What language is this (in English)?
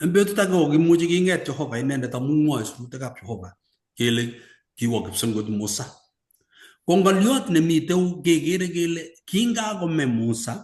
Kalenjin